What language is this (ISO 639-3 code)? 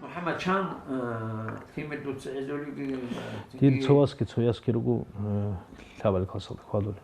ava